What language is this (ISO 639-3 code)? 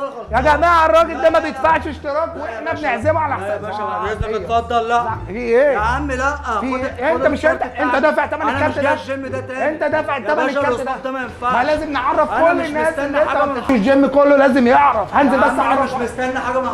arz